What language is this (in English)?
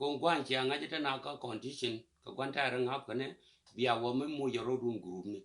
Nuer